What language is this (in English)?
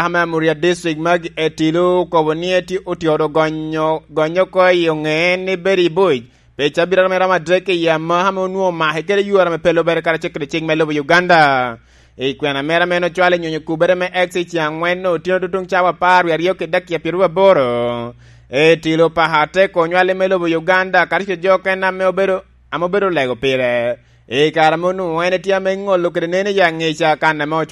Lango (Uganda)